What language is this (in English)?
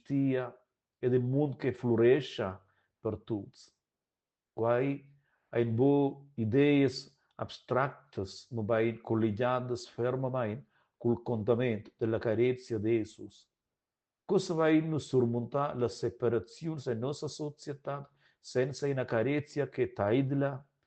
Romansh